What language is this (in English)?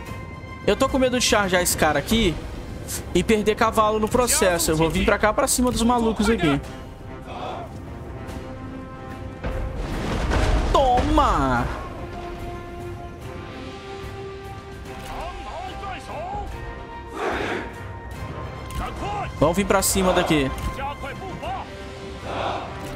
Portuguese